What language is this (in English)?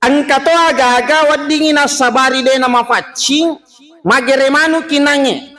Buginese